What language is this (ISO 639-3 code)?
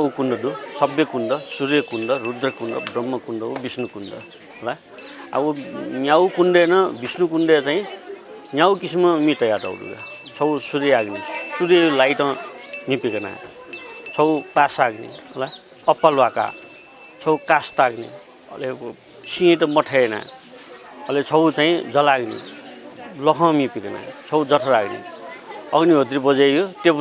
new